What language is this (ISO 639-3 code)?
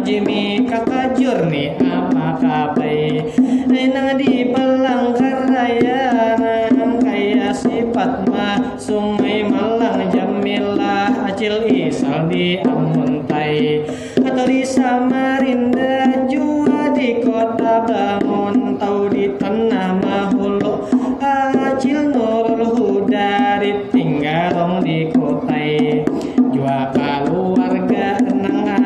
bjn